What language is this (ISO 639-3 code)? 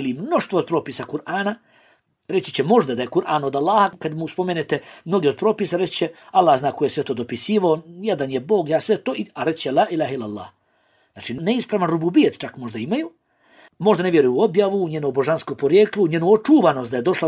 bos